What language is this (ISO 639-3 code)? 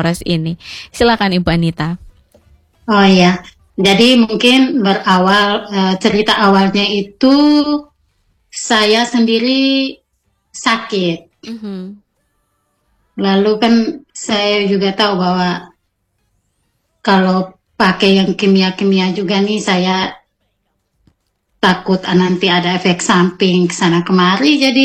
ind